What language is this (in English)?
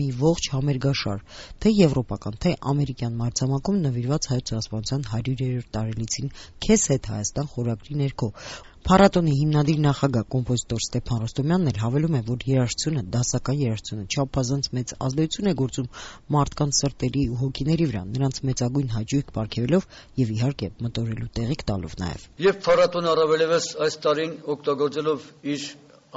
Armenian